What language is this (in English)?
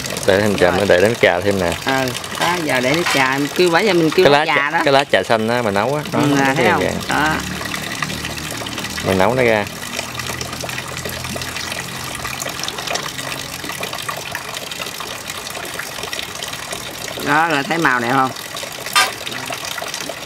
Vietnamese